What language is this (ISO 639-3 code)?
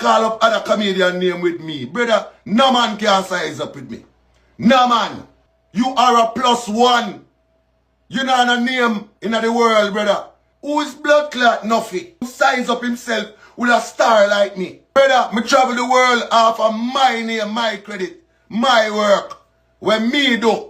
jam